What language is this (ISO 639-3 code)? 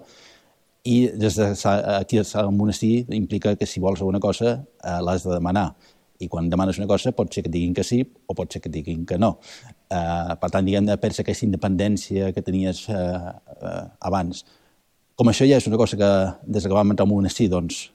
cat